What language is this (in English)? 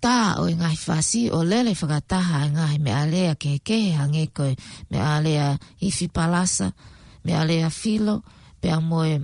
Tongan